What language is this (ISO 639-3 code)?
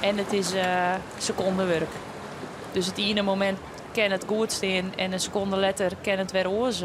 fry